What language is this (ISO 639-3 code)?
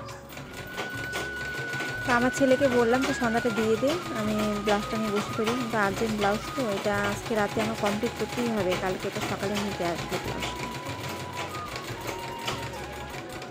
ben